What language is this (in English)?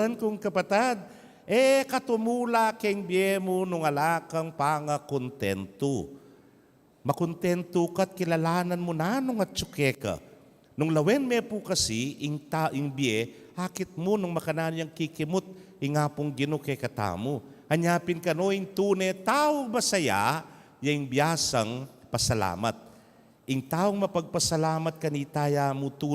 Pampanga